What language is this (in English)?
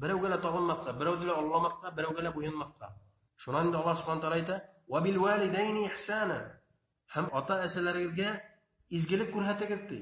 Bashkir